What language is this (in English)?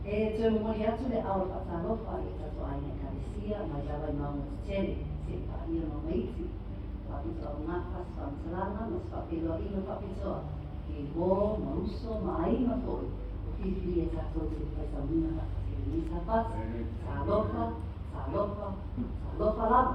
Samoan